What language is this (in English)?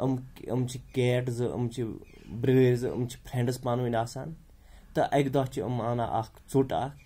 Kashmiri